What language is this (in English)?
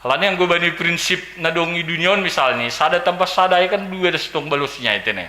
Batak Simalungun